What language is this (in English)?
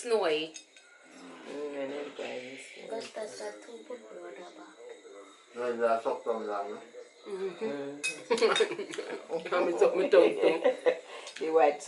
Jamaican Creole English